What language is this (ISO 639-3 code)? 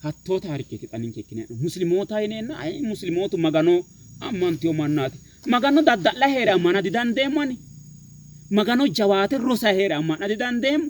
sid